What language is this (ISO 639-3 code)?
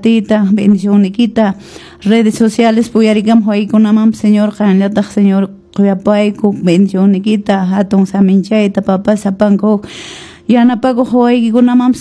que